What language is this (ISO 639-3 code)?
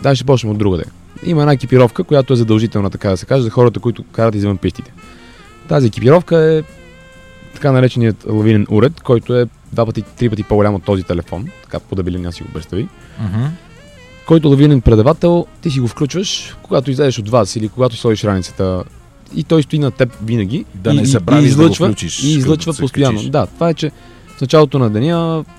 bul